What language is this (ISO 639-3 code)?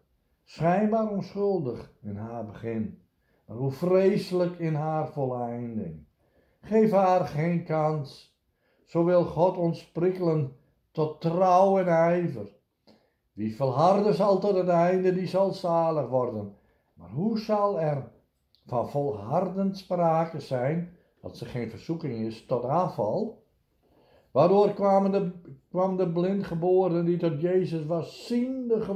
nld